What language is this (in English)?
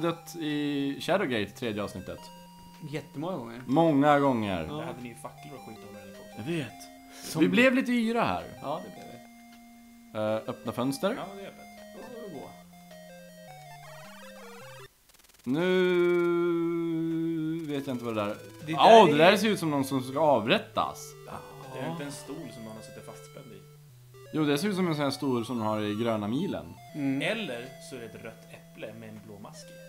Swedish